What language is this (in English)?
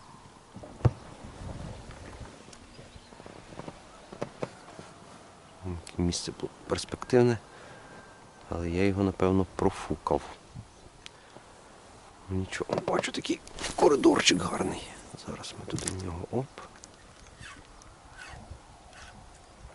Ukrainian